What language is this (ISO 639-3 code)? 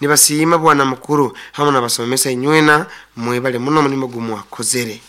nyo